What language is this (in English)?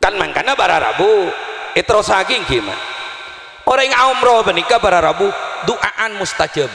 Madurese